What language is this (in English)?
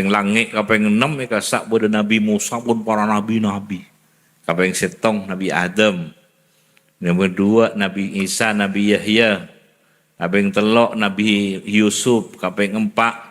Madurese